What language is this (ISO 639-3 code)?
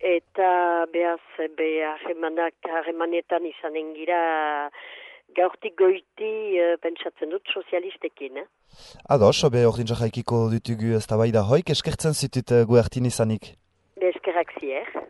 eus